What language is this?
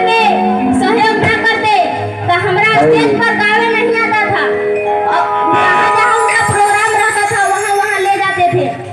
Bhojpuri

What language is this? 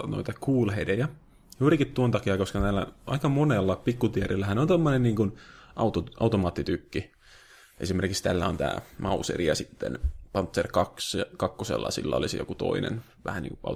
Finnish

